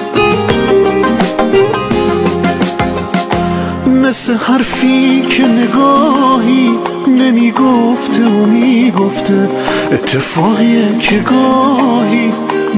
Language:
Persian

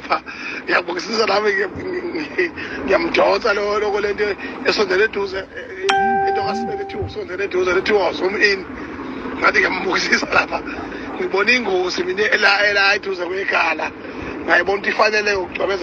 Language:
Zulu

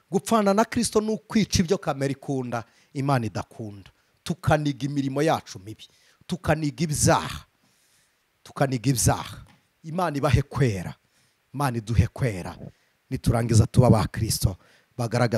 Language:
Kinyarwanda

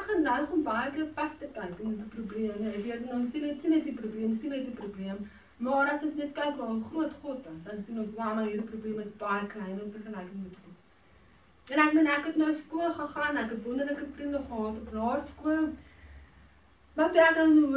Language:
Afrikaans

